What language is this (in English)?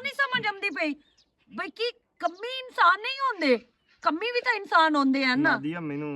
Western Panjabi